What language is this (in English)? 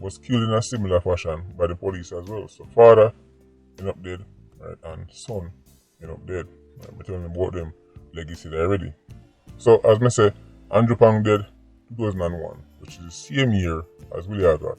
Jamaican Creole English